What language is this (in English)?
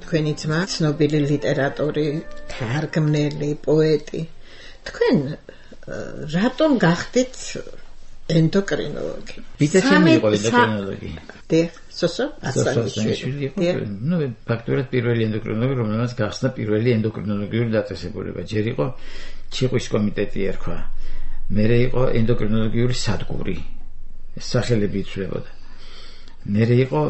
Georgian